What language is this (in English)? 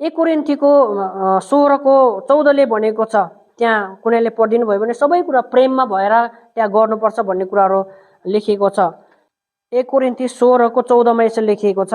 Nepali